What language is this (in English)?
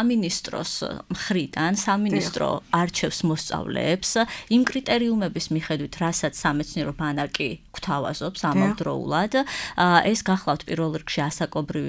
Georgian